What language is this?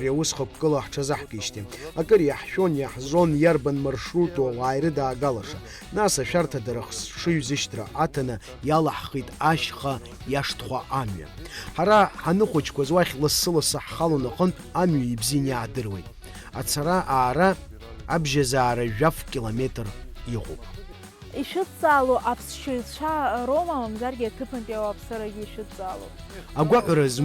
Abkhazian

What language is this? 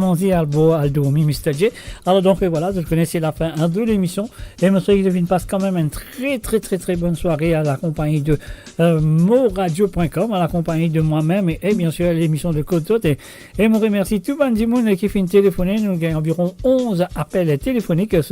Morisyen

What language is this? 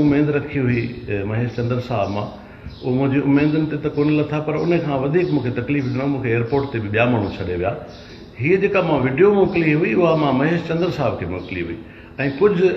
Sindhi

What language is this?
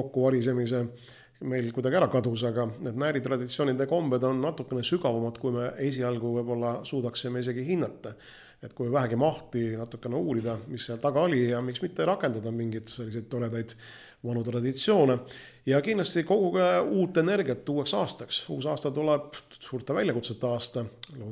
Estonian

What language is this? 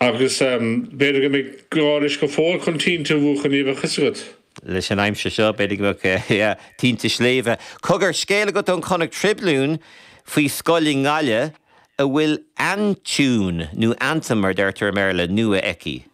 Irish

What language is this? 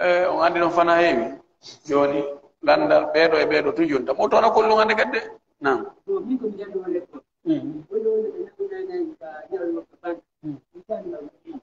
Pular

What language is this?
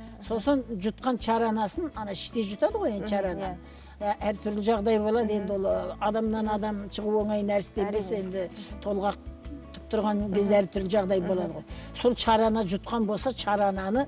Kazakh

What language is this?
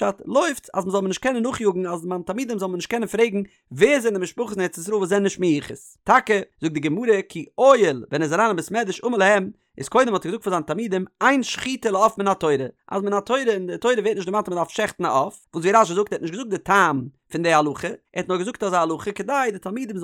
Yiddish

